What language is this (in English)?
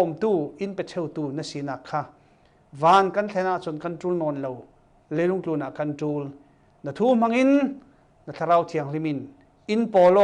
Falam Chin